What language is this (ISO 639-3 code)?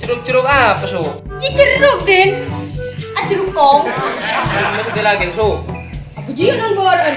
mad